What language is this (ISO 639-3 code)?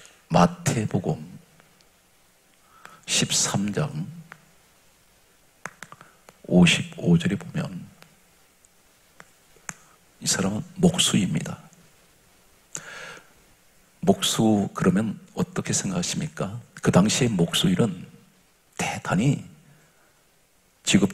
kor